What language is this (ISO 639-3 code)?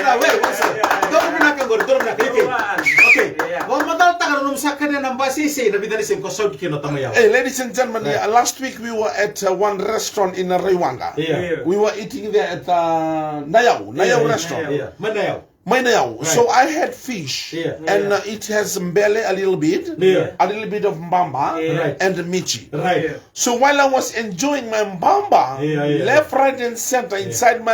fij